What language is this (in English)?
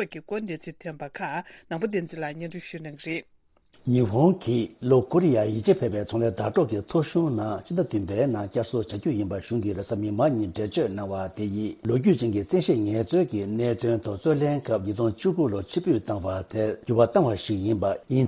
Tibetan